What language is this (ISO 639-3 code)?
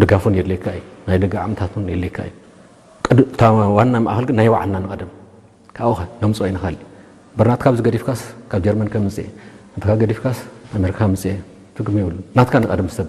tir